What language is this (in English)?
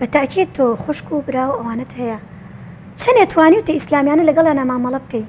Central Kurdish